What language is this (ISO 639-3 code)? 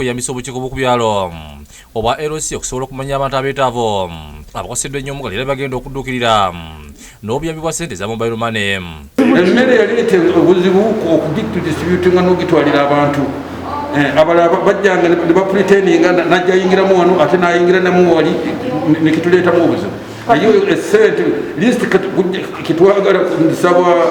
lug